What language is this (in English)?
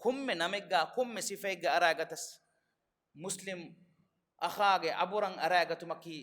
Divehi